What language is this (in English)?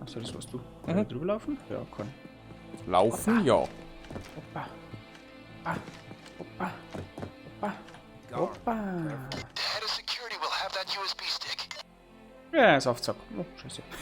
Bavarian